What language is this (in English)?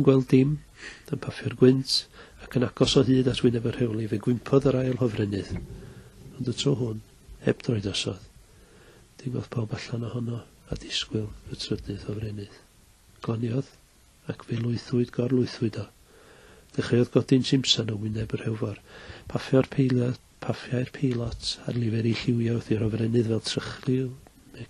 Welsh